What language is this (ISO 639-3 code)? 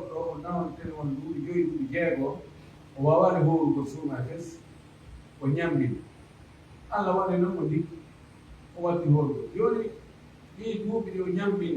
fuf